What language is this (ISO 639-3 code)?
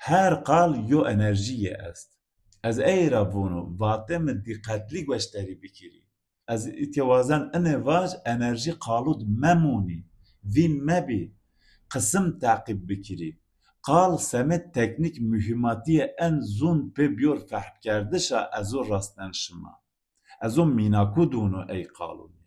zza